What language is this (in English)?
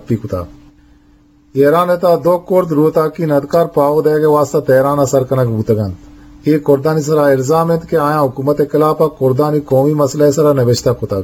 Eastern Balochi